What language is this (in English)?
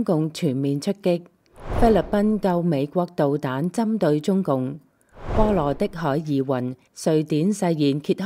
Cantonese